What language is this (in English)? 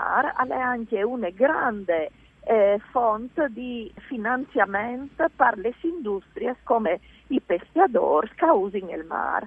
Friulian